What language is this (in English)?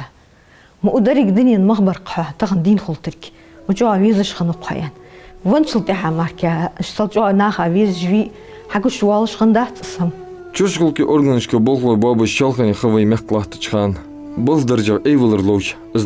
Ingush